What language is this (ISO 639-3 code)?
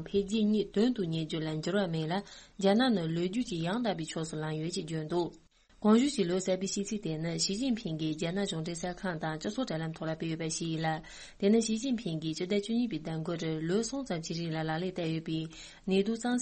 bod